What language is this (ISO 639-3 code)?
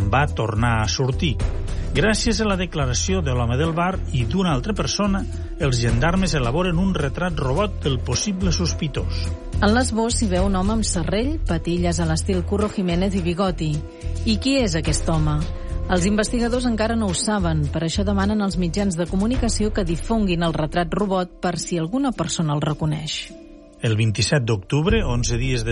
cat